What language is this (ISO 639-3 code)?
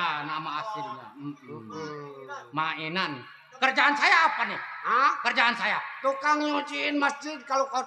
bew